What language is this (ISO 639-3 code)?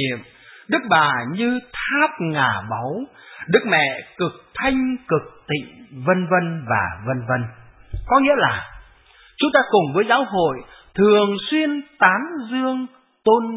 vie